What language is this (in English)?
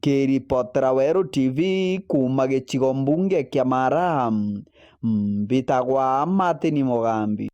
Meru